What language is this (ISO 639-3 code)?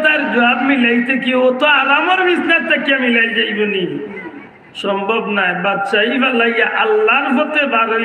syl